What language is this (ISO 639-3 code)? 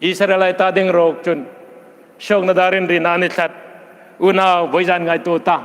hmr